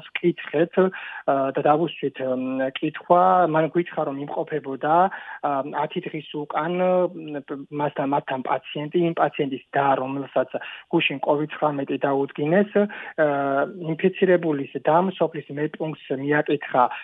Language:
Georgian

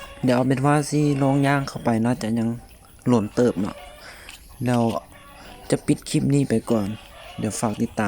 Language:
Lao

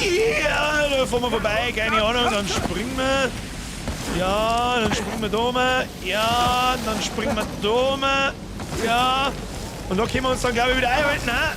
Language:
Bavarian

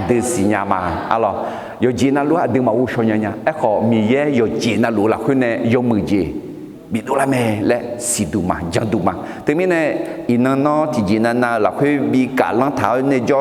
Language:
Akha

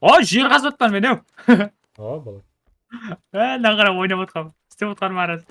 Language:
Kara-Kalpak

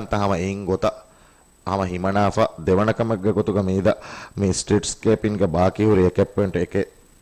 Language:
Divehi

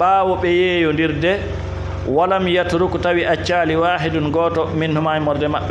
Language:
Fula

